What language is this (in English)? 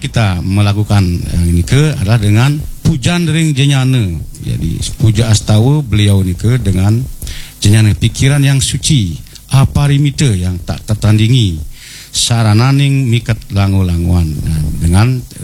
Balinese